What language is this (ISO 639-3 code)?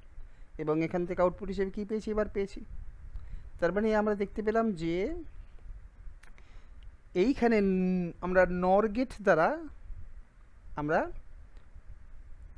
ben